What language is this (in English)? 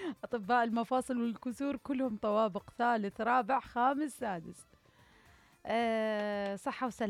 Mesopotamian Arabic